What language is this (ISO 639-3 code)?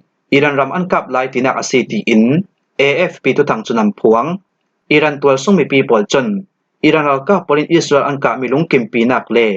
cfm